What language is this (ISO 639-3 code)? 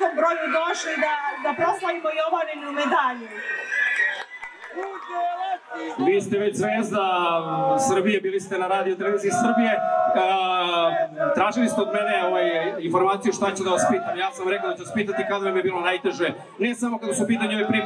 srp